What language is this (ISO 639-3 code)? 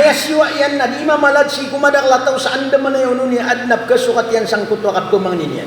mrw